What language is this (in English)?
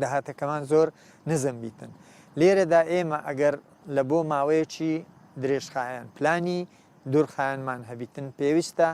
Central Kurdish